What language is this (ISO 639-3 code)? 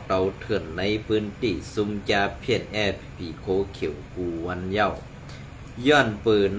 shn